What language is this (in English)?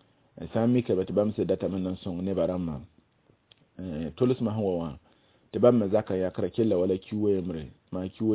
Mossi